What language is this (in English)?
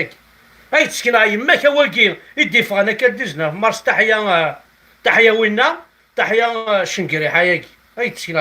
Kabyle